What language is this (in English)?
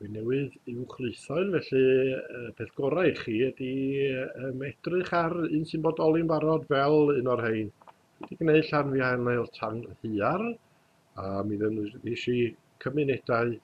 Welsh